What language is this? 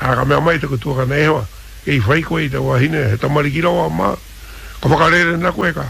Māori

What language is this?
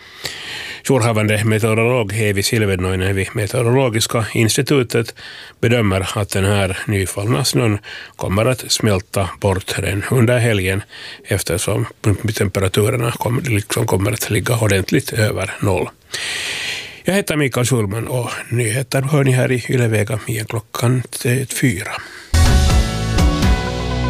Swedish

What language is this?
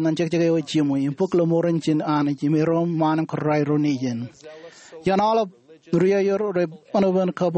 Marshallese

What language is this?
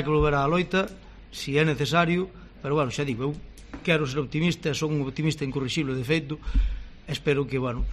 Galician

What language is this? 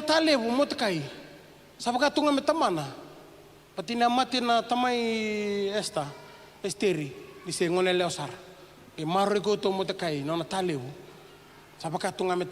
Fijian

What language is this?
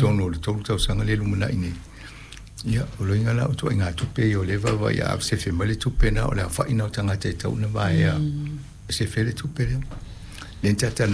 Samoan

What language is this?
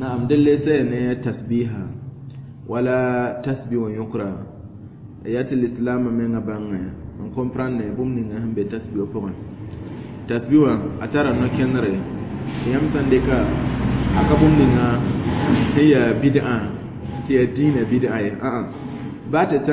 Mossi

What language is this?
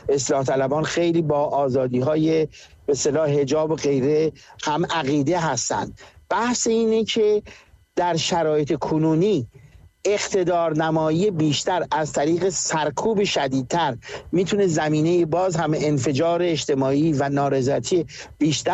Persian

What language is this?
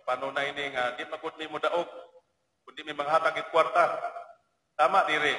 Waray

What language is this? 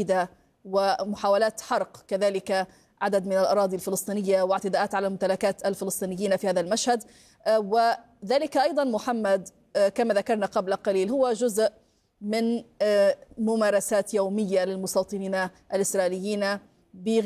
Arabic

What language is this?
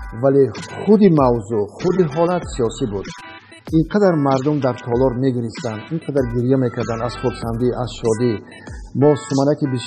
Tajik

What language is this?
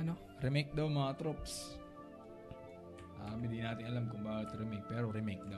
Filipino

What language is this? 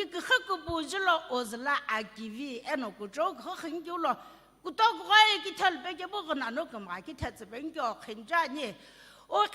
Sumi Naga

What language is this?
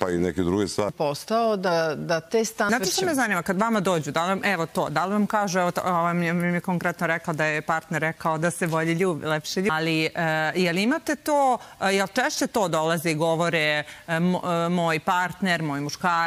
Serbian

